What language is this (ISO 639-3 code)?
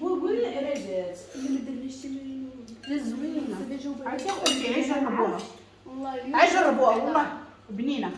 ary